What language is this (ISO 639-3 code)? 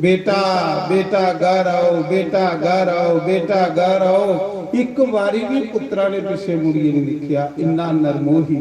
doi